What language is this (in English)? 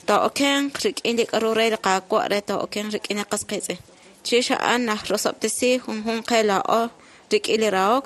Kekchí